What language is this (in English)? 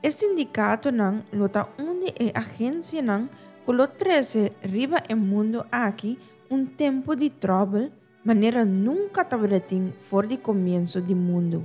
Papiamento